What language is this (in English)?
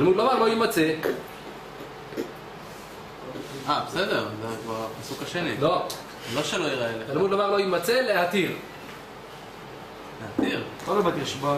Hebrew